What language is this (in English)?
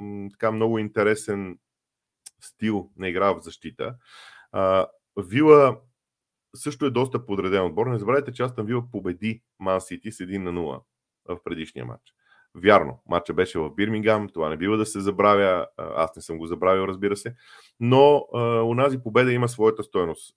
Bulgarian